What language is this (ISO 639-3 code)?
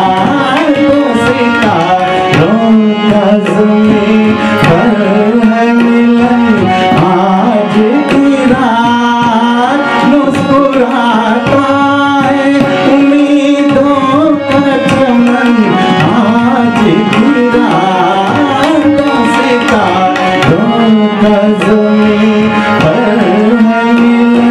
hin